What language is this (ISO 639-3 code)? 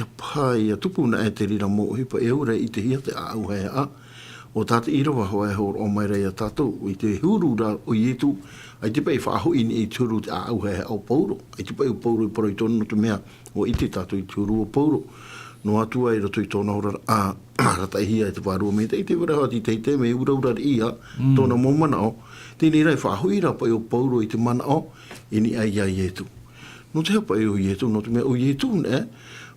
tah